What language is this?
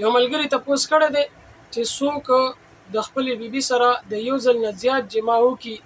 Pashto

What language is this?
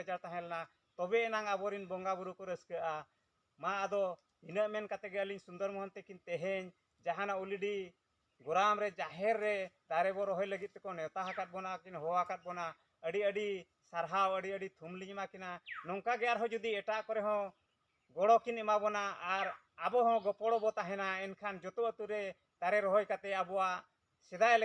Santali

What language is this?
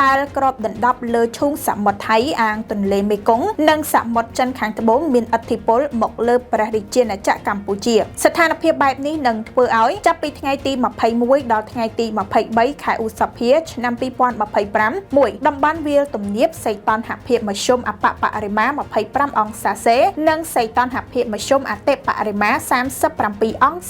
Khmer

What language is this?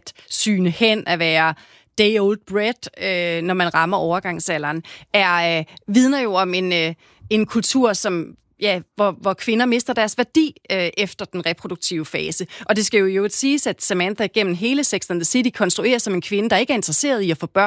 Danish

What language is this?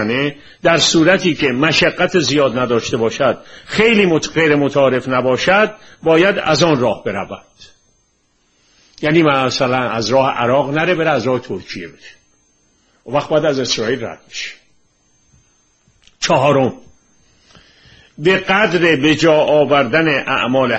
Persian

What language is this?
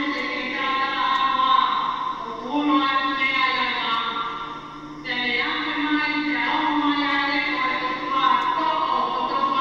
Tongan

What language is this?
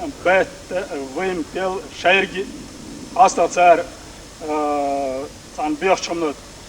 Chechen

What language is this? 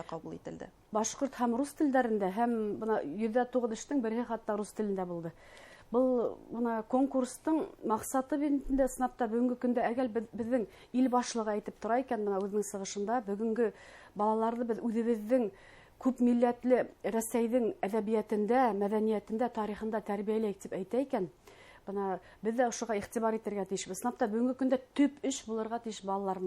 Bashkir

